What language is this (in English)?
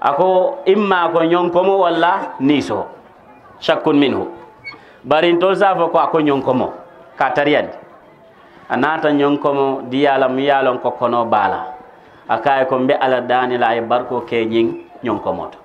Mandingo